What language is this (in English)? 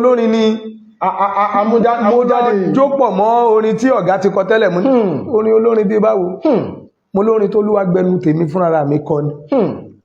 Yoruba